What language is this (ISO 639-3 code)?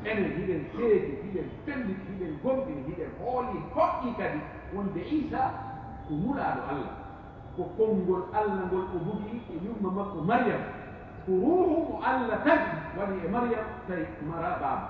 fuf